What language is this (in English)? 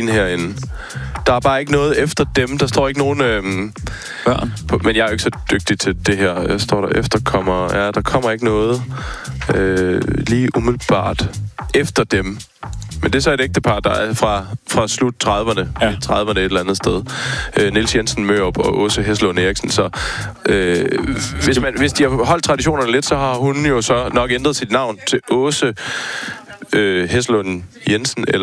Danish